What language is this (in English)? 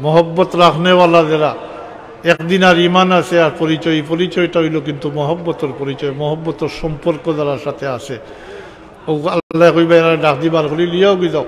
Sylheti